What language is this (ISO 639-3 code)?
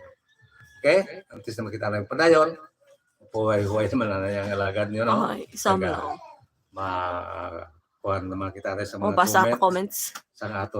hil